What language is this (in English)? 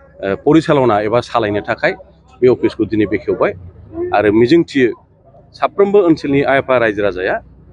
Bodo